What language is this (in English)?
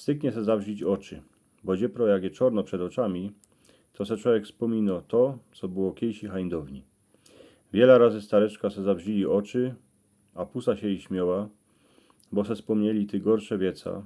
Silesian